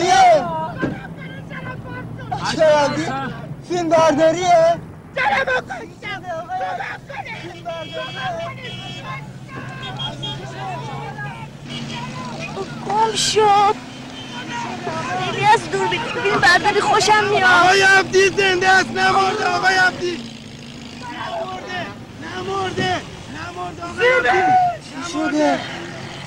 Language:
Persian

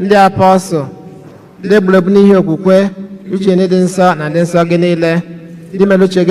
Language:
Igbo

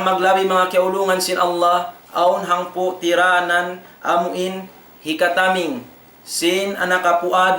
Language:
Tausug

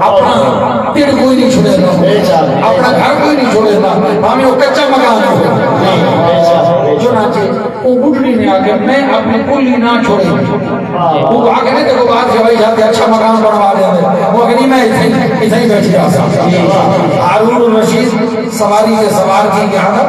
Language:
Saraiki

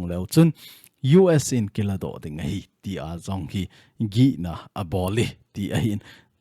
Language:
Thado Chin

